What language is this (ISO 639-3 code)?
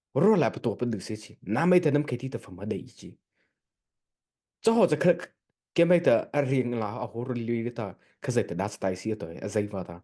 mrh